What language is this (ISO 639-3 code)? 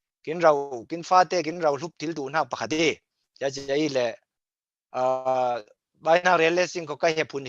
cfm